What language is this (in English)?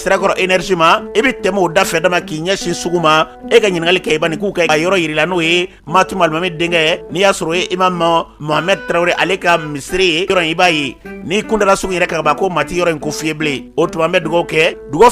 Bambara